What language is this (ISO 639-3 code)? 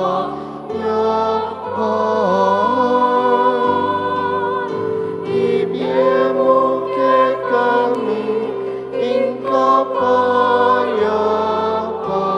pam